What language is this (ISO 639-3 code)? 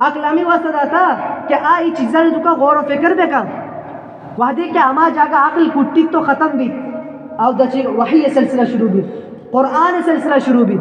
bgp